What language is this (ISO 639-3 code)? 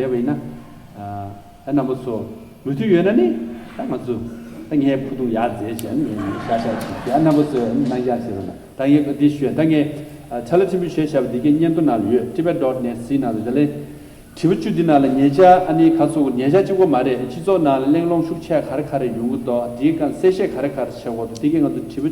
bod